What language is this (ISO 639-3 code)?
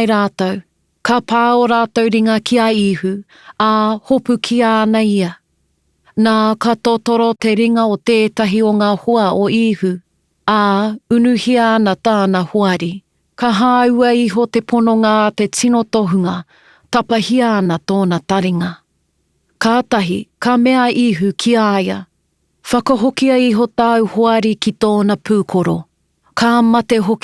mri